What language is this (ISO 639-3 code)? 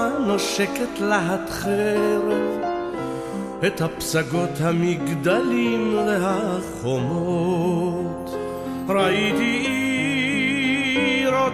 heb